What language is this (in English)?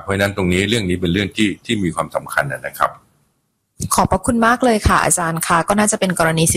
Thai